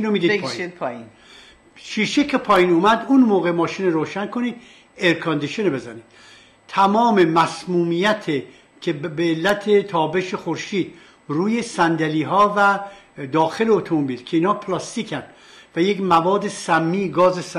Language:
Persian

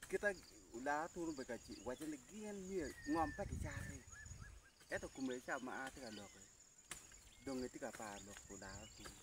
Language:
Acoli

